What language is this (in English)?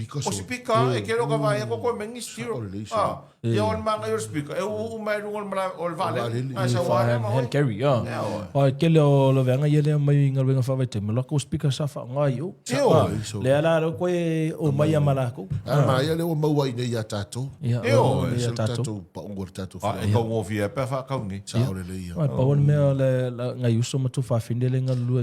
Samoan